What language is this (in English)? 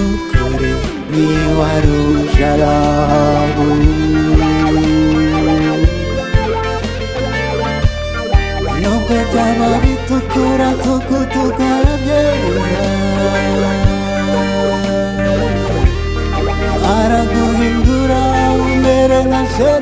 Kinyarwanda